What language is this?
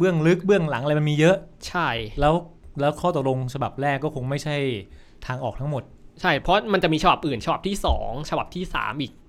Thai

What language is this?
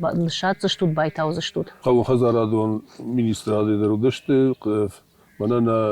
Ossetic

